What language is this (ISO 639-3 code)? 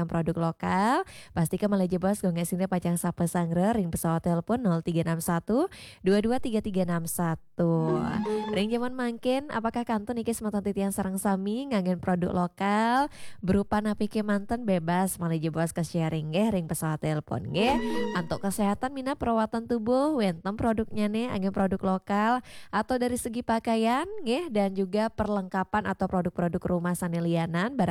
ban